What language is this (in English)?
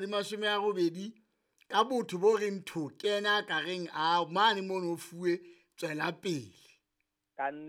Southern Sotho